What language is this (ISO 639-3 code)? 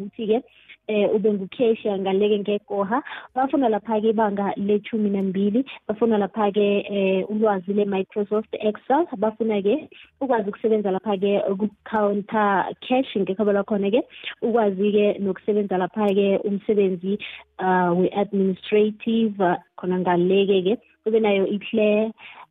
nbl